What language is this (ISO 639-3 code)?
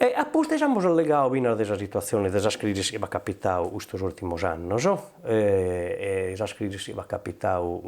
srd